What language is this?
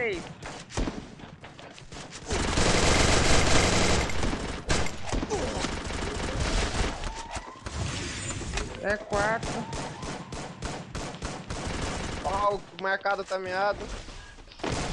Portuguese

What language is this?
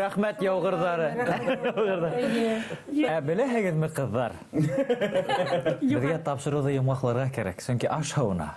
Bashkir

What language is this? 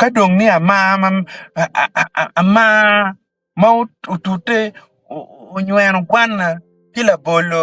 Acoli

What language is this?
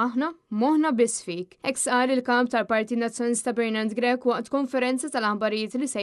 Maltese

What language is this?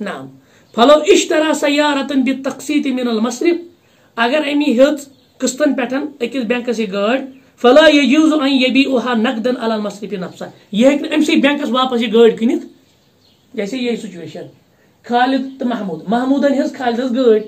Kashmiri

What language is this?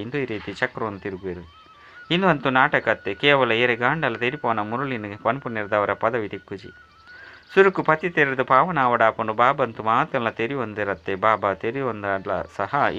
Tulu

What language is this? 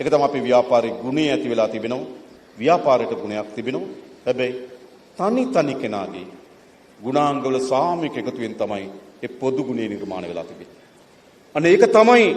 Sinhala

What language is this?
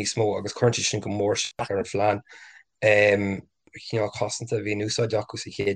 Irish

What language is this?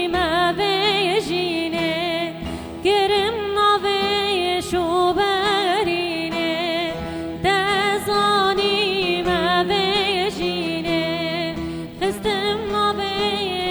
Kurdish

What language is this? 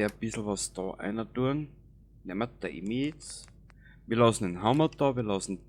Bavarian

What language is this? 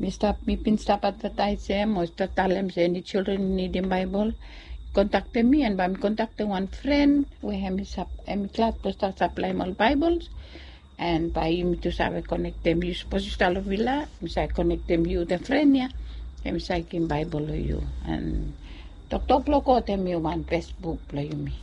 Bislama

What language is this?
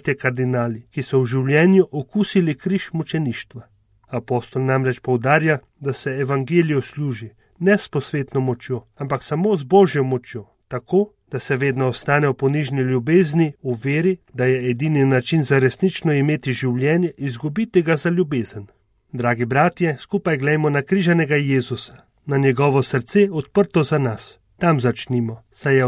Slovenian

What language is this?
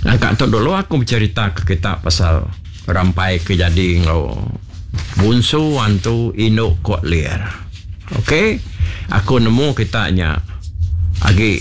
Iban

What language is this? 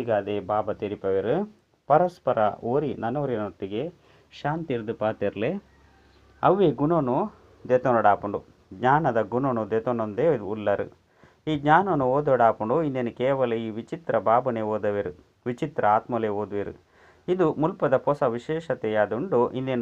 Tulu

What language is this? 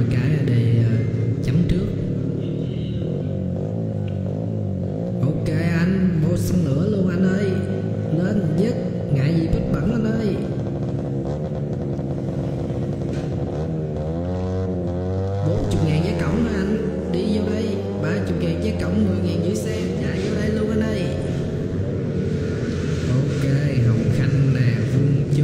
Vietnamese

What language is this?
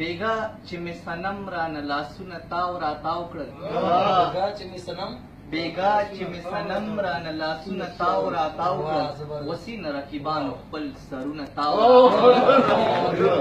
Pashto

